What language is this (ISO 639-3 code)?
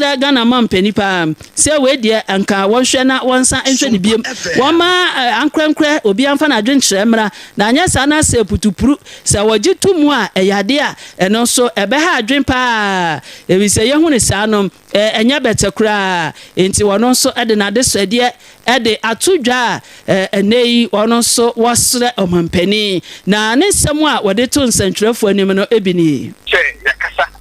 aka